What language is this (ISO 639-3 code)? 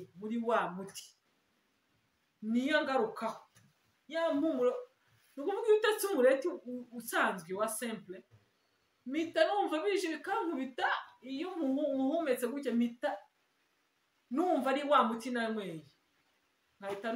kin